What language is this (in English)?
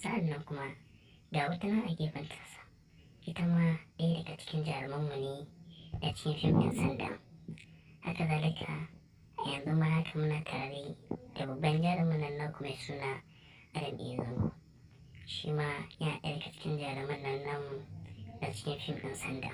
Hausa